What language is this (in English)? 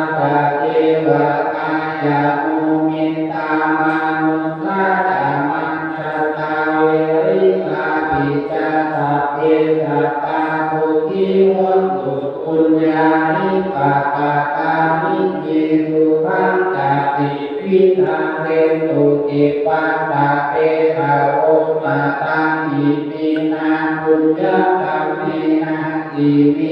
Pali